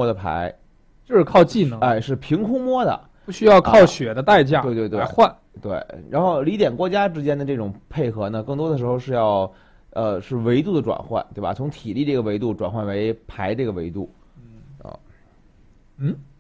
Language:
Chinese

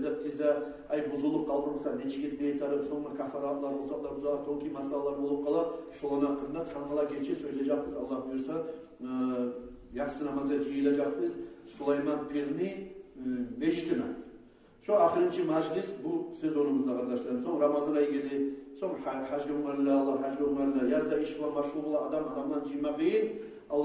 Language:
Kumyk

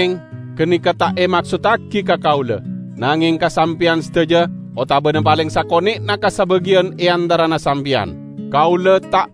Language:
Madurese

